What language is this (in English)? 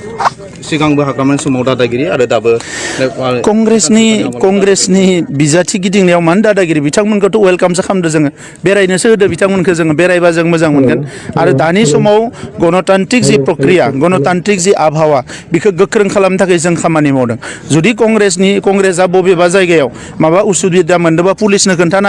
Bodo